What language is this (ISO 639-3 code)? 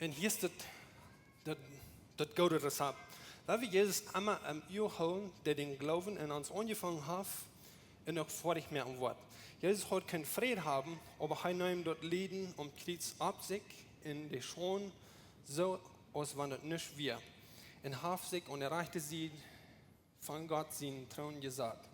pdt